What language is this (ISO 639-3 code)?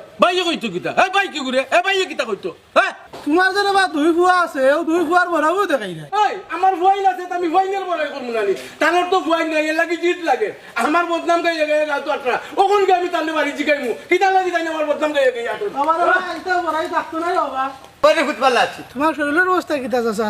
syl